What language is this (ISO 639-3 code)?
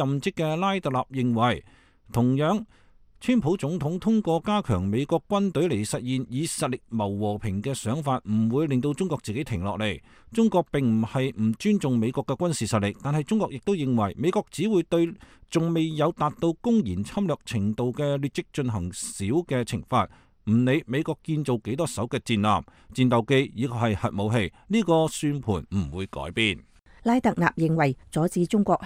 yue